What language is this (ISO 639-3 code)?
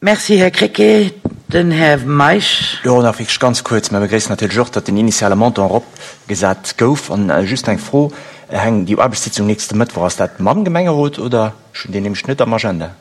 ltz